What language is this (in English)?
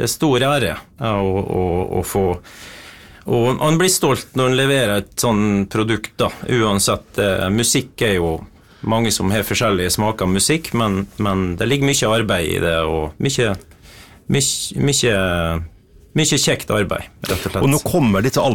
Norwegian